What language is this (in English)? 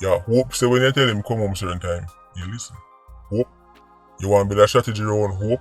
Jamaican Creole English